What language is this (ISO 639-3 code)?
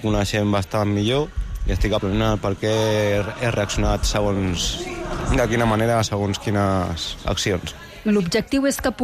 cat